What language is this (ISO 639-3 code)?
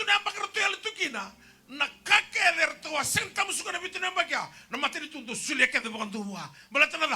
fij